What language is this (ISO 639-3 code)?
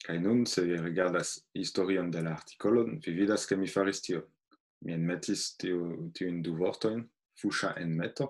epo